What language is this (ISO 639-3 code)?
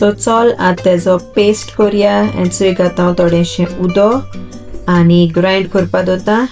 kok